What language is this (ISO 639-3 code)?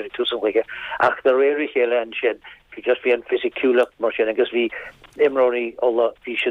gle